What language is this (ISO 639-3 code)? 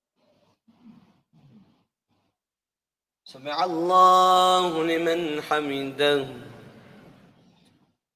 ara